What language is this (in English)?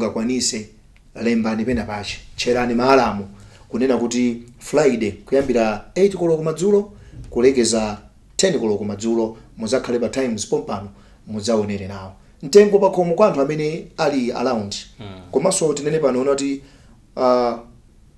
Nyanja